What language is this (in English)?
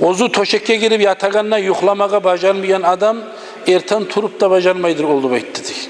Kumyk